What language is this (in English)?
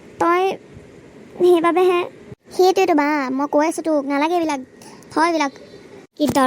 Assamese